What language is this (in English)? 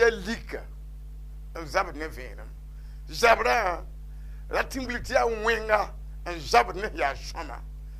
Mossi